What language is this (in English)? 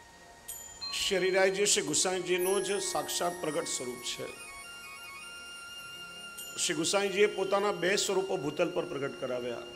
Gujarati